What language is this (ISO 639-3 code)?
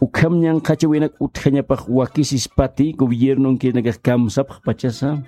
aym